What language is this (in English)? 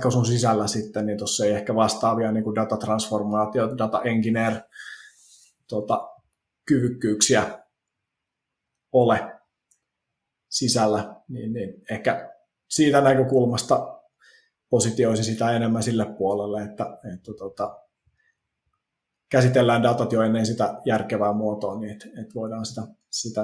Finnish